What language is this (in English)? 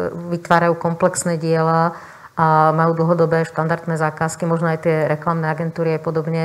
Slovak